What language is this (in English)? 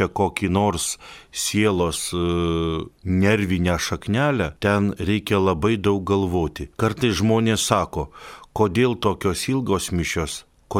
Lithuanian